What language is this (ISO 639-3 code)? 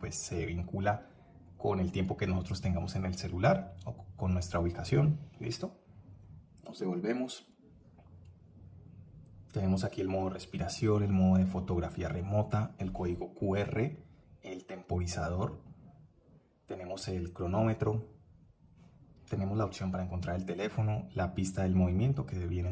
spa